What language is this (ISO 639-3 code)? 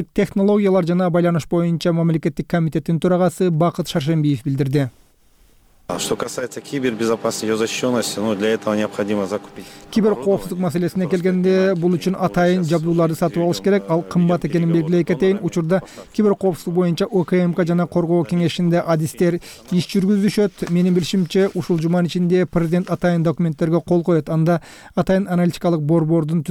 kir